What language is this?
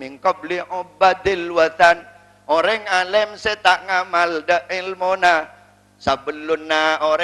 Madurese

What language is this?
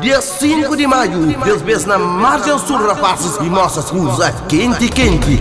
Kabuverdianu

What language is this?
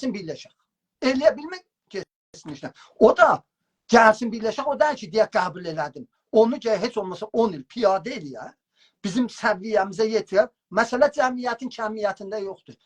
South Azerbaijani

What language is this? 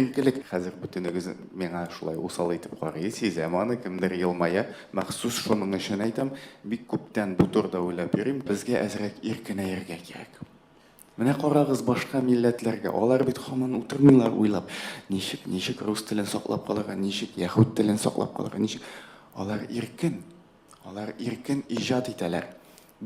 Tatar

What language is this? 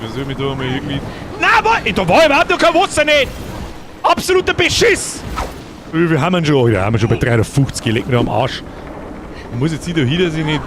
Bavarian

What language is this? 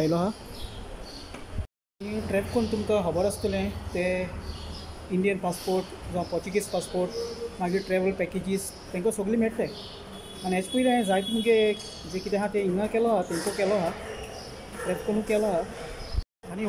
Konkani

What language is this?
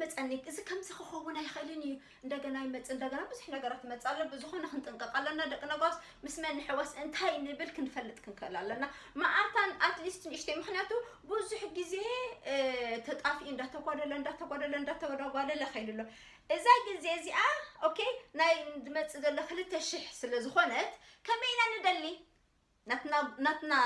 Tigrinya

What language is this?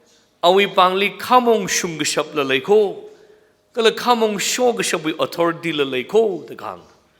Tangkhul Naga (India)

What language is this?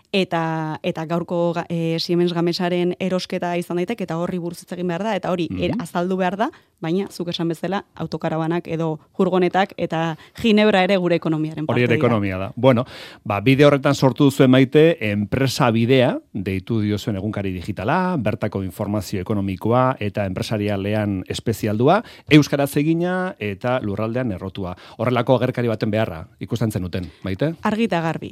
Basque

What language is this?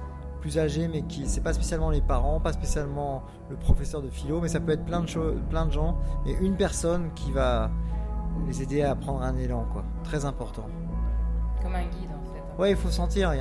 French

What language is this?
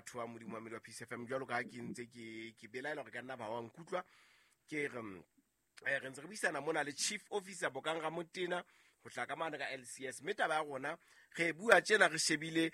Southern Sotho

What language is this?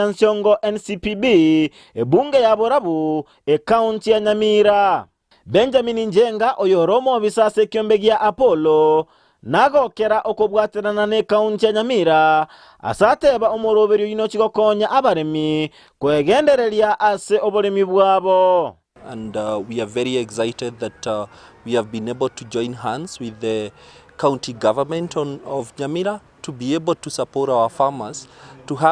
Gusii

